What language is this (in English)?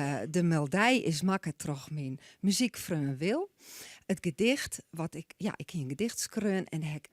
Western Frisian